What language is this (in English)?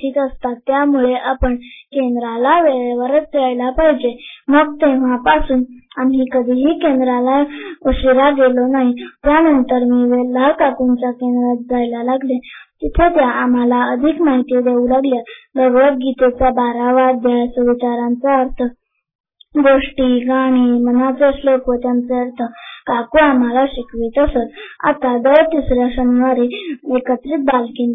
Marathi